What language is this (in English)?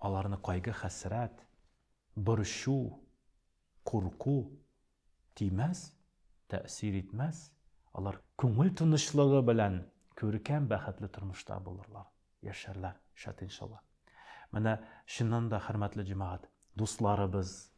Tatar